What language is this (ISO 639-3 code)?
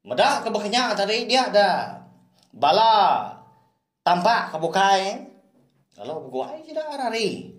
iba